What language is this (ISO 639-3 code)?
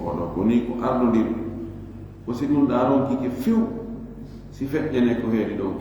ful